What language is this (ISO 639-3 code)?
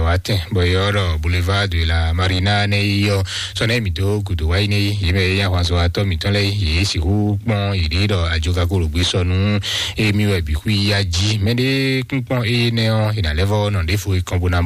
fon